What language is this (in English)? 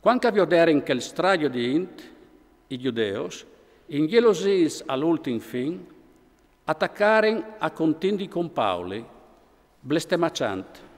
Friulian